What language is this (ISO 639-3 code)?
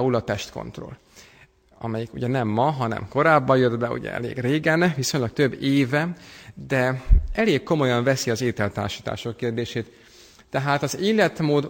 hun